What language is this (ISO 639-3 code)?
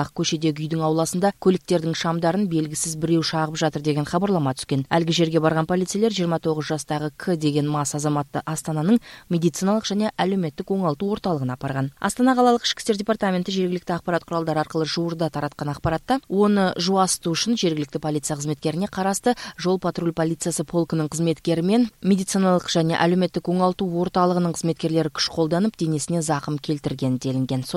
kaz